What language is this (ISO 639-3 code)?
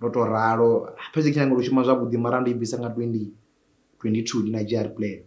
ven